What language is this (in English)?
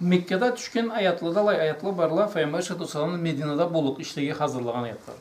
Karachay-Balkar